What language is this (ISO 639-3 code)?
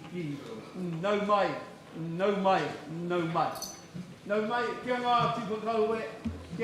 mri